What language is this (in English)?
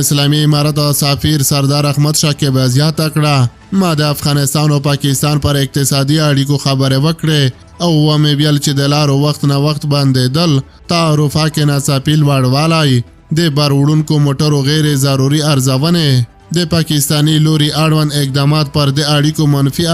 Pashto